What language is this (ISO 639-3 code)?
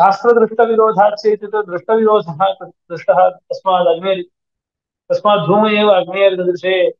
san